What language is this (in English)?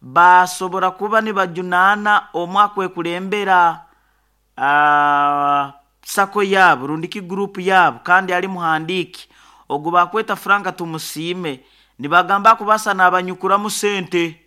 Nyoro